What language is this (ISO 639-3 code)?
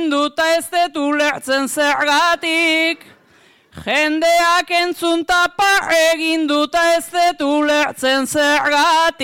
eus